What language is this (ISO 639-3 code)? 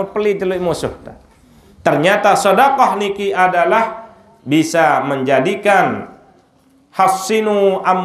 sas